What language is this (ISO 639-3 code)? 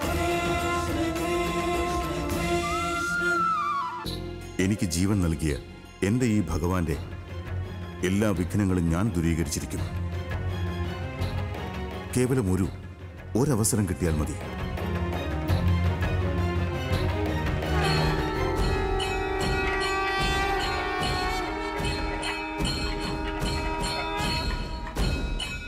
mal